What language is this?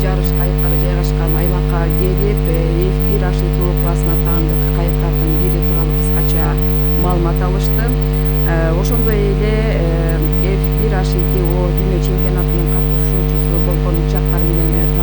Kyrgyz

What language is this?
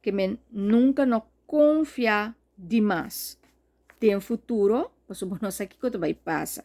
Papiamento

